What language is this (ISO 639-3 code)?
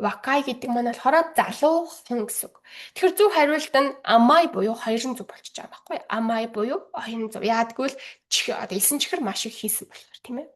mon